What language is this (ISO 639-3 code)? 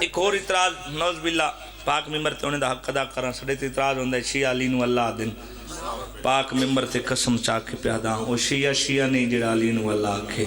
phr